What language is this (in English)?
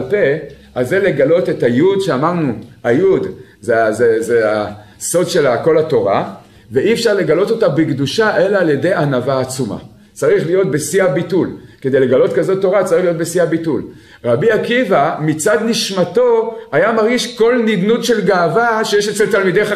Hebrew